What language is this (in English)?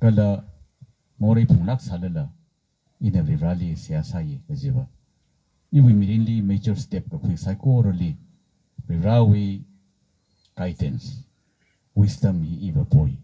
Tangkhul Naga (India)